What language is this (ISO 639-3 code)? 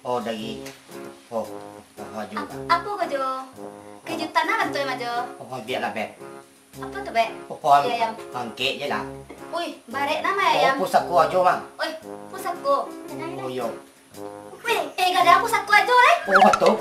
min